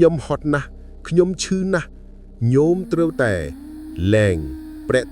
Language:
Khmer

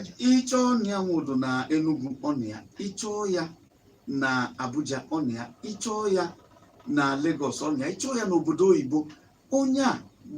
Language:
Igbo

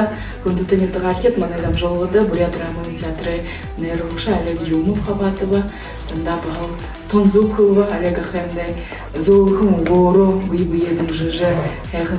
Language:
Buriat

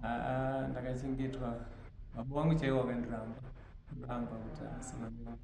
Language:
Shona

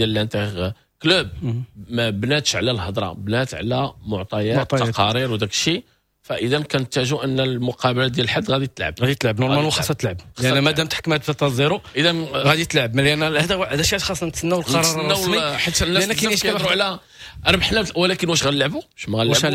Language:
Moroccan Arabic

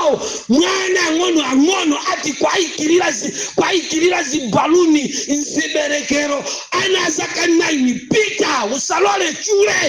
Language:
Nyanja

